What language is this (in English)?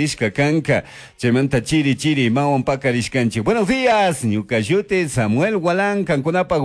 Chimborazo Highland Quichua